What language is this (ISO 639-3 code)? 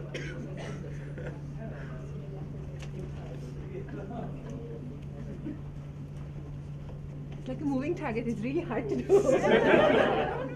eng